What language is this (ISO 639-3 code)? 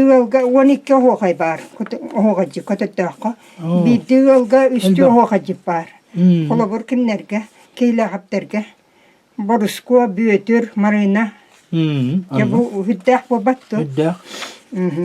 sah